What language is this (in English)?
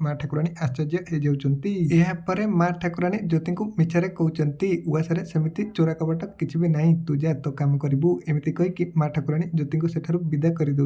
Odia